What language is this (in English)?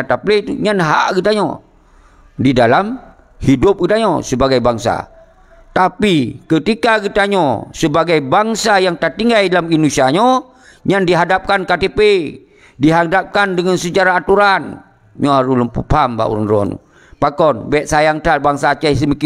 Achinese